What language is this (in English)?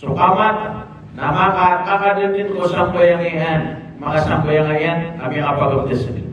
Maranao